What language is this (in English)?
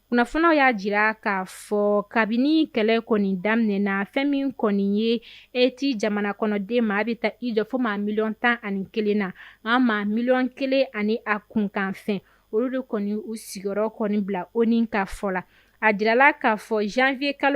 Bambara